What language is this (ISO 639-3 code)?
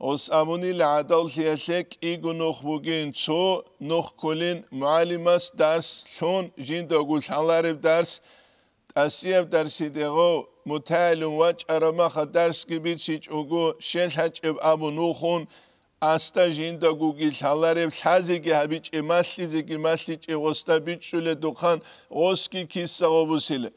ava